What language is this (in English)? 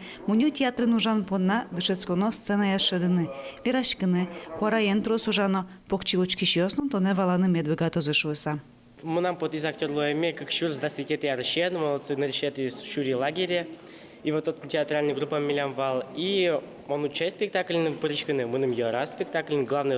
Udmurt